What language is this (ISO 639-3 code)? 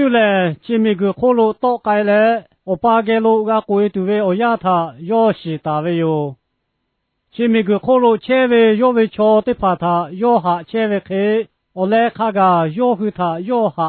lhu